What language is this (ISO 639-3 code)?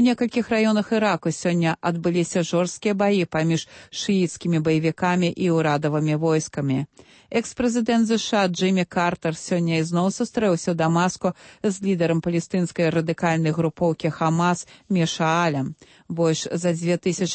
bel